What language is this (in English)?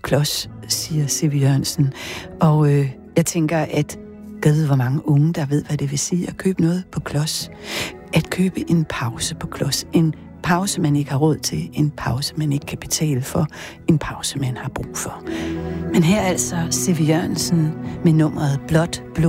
Danish